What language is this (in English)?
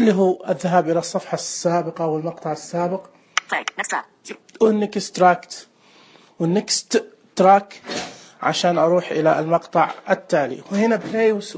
Najdi Arabic